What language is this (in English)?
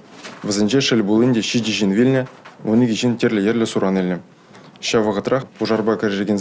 Chuvash